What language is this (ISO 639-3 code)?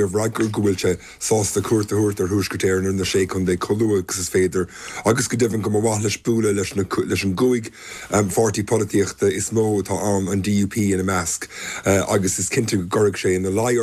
gle